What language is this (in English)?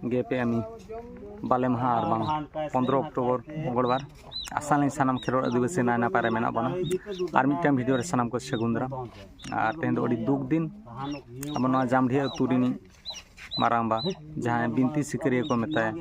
Santali